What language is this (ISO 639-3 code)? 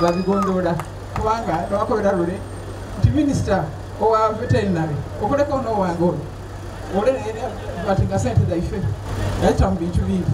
xog